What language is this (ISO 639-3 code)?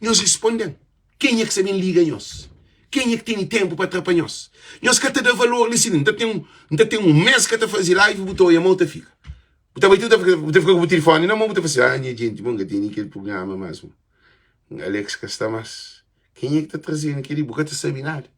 kea